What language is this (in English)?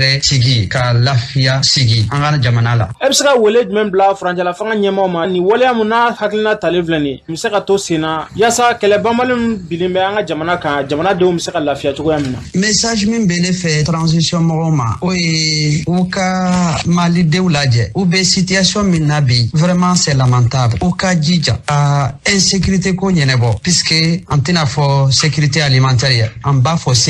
Bambara